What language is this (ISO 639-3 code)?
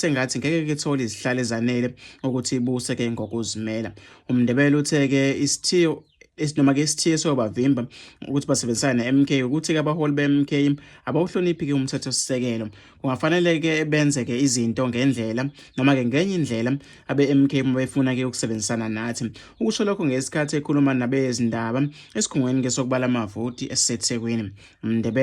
zul